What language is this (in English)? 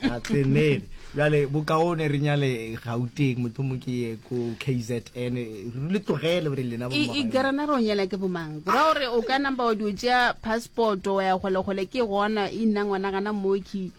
Northern Sotho